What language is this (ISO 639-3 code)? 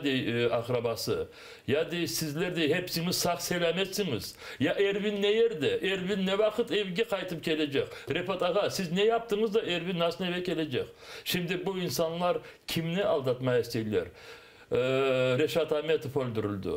crh